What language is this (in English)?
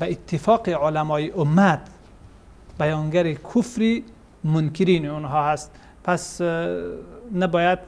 Persian